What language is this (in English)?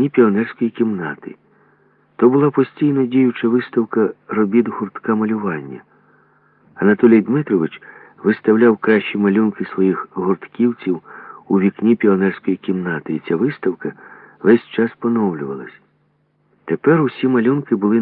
Ukrainian